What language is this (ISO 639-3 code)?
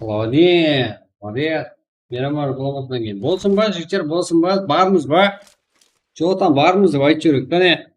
kaa